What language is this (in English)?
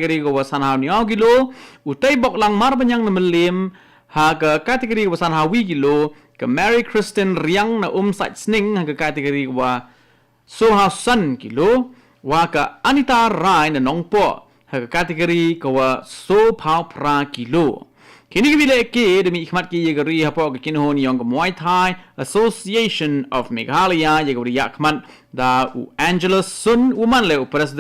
Khasi